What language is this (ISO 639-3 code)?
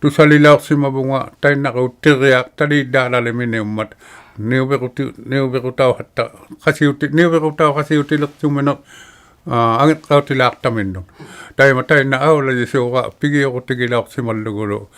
iku